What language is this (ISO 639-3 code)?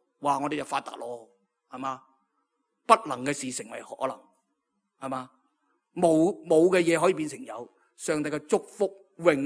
yue